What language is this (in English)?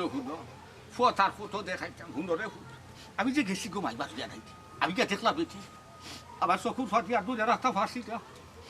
Sylheti